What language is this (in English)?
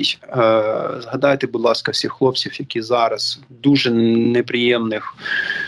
Ukrainian